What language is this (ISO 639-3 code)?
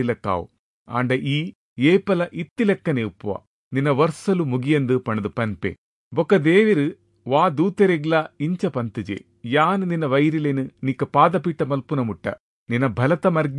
tcy